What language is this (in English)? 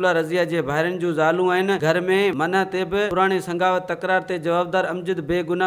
Sindhi